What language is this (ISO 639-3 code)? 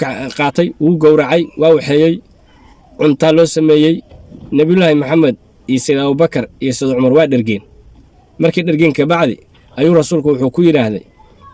som